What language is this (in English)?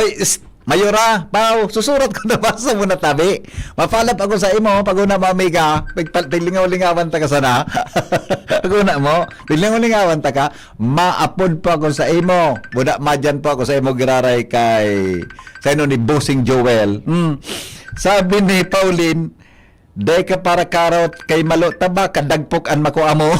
Bikol